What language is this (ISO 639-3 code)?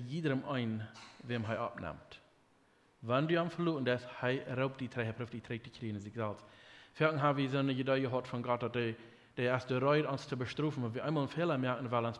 pdt